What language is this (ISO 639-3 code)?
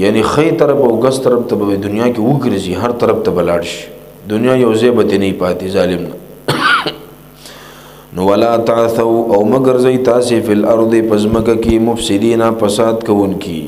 pus